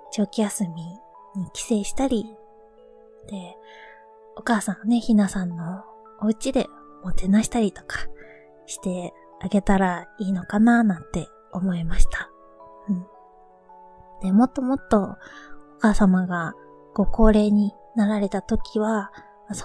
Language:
Japanese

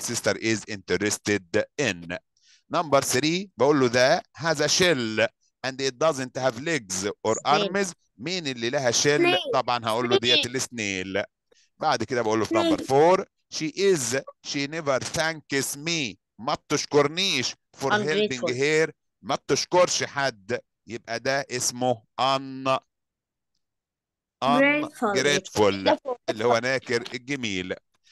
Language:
Egyptian Arabic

